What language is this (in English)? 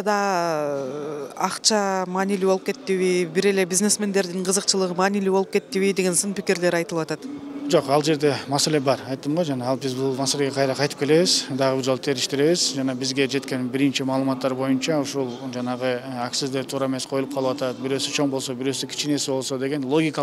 Kyrgyz